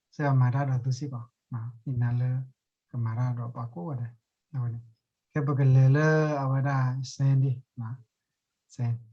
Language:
S'gaw Karen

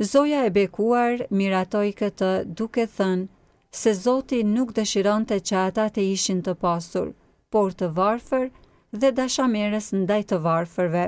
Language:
Albanian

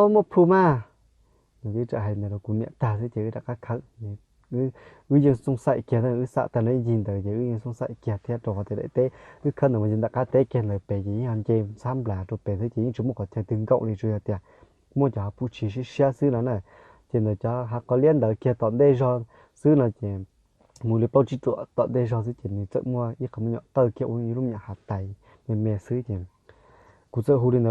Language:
Hmong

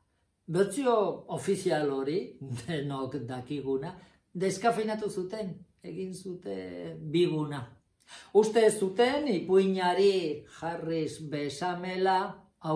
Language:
Basque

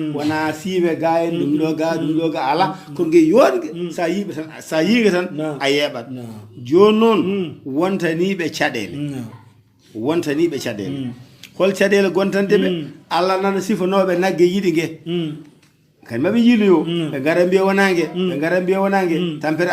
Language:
Fula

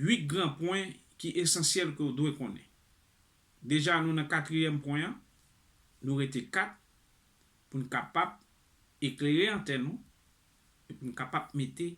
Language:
Haitian Creole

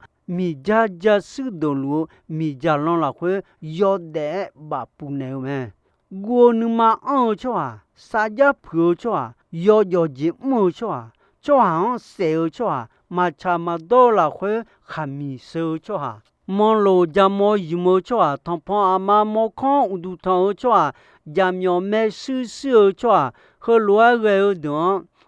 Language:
Akha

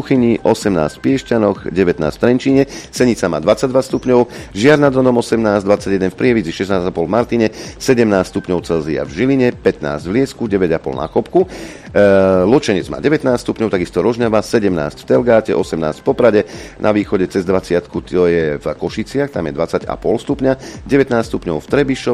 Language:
Slovak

